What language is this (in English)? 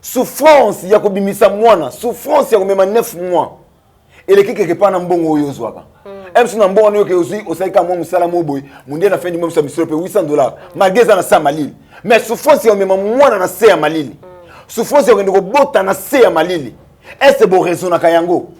Lingala